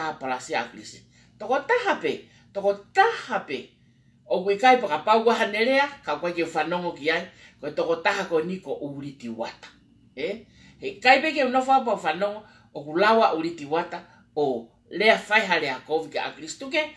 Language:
Tongan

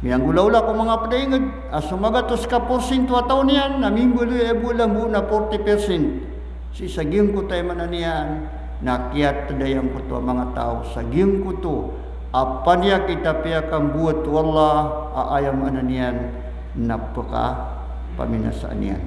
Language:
Maranao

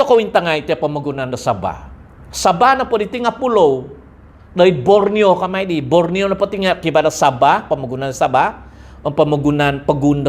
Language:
Central Dusun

